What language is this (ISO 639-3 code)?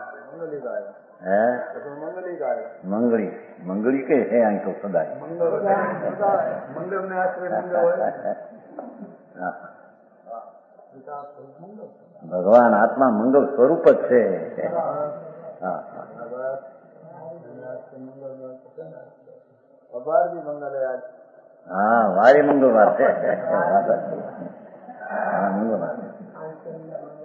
guj